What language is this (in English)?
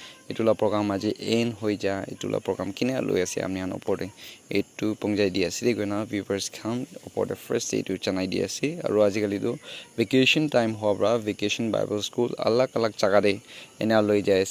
Naga Pidgin